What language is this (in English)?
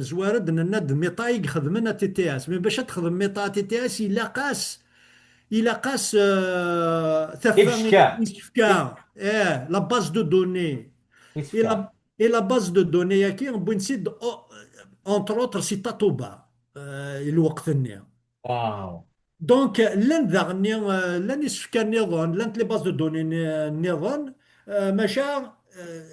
Kabyle